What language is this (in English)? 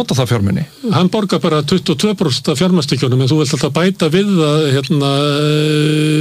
Icelandic